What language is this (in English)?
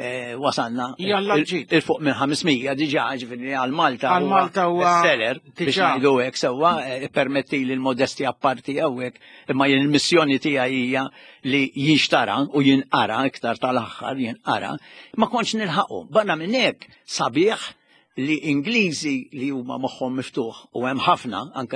Maltese